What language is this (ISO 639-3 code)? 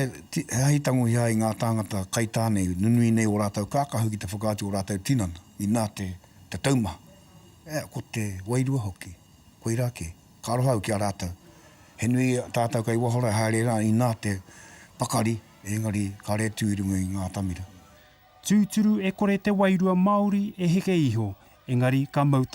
mri